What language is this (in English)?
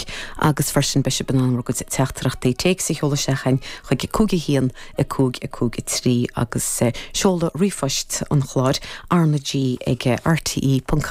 Irish